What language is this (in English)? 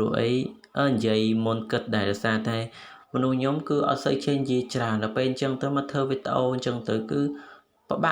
Khmer